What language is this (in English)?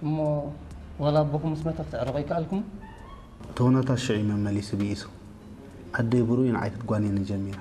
Tigrinya